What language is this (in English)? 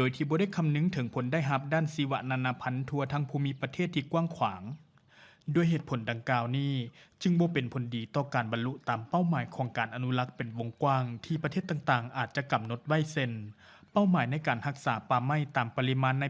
Lao